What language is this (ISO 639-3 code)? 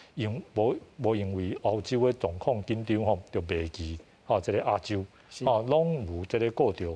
nan